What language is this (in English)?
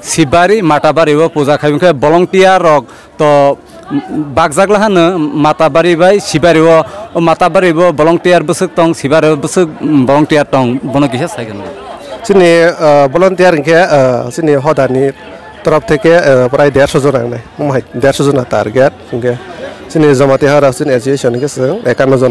Kok Borok